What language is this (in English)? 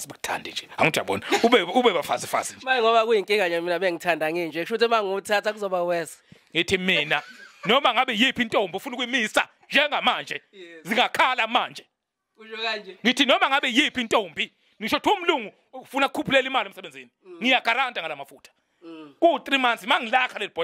Zulu